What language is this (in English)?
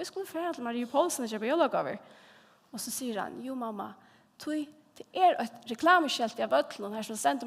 Faroese